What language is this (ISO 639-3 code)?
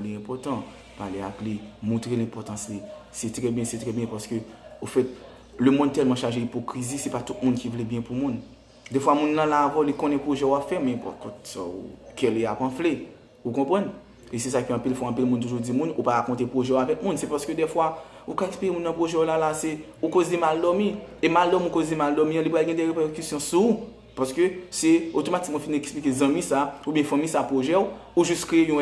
hat